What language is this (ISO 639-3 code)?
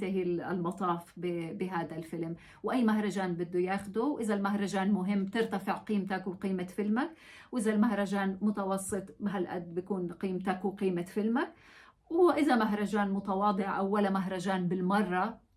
apc